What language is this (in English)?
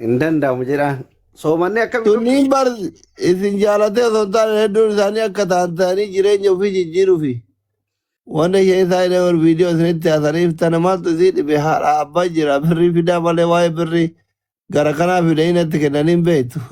Oromo